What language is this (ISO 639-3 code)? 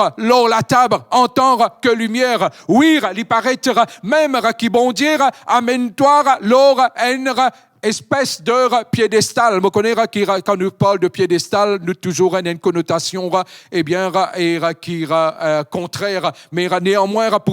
mfe